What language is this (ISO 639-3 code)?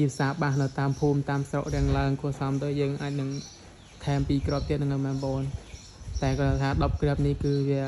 khm